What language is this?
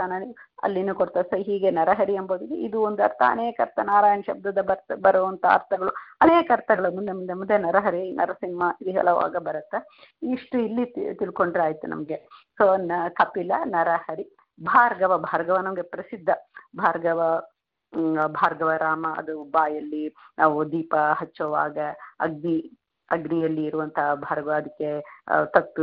Kannada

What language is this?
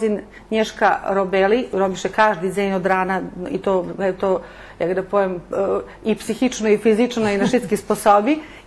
Rusyn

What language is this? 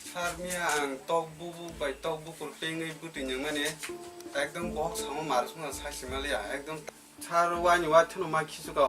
Kok Borok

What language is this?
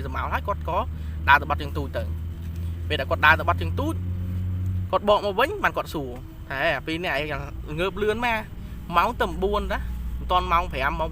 Khmer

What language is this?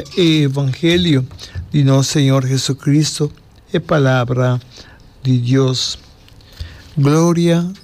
Papiamento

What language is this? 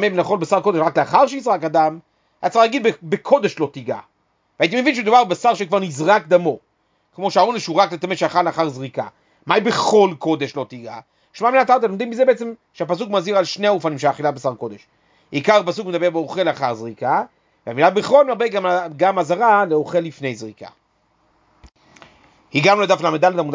Hebrew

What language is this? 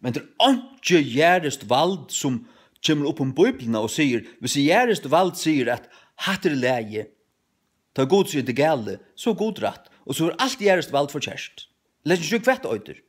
Faroese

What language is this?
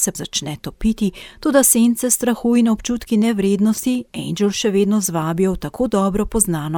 Slovenian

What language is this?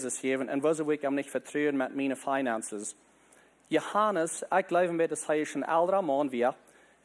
Plautdietsch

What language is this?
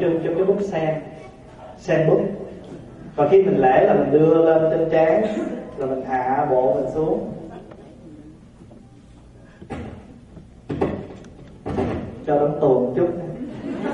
Vietnamese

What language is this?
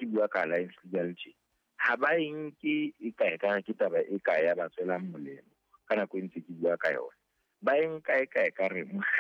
Southern Sotho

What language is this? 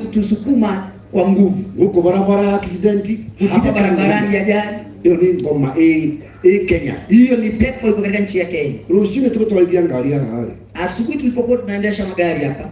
Kikuyu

